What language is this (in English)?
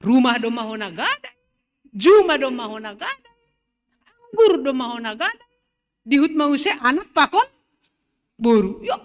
Batak Simalungun